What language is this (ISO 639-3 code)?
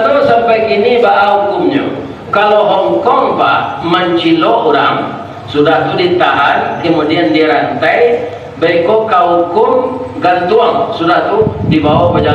min